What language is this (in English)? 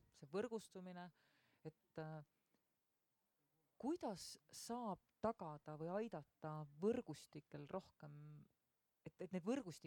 Estonian